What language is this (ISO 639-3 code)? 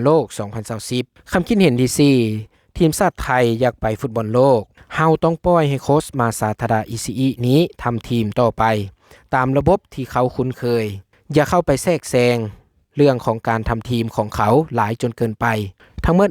lao